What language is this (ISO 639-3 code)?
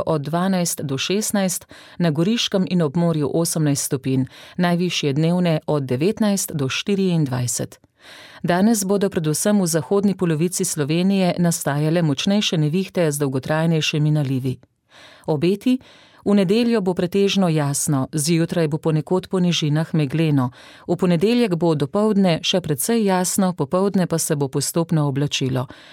slv